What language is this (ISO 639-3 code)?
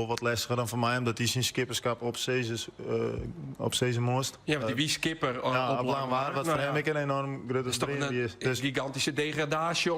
fry